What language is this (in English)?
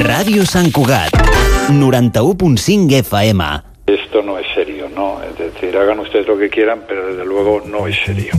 Catalan